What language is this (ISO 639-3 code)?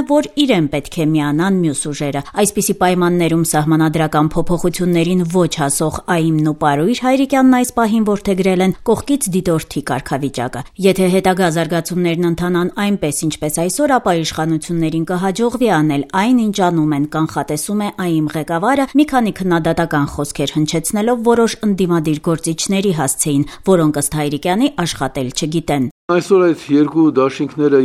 hye